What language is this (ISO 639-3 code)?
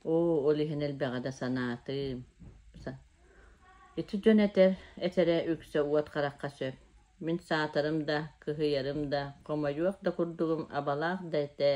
sah